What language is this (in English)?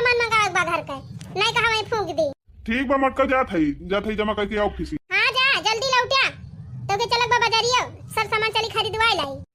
Awadhi